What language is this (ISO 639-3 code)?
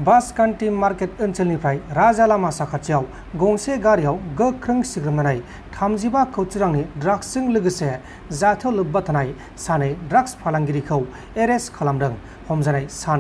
brx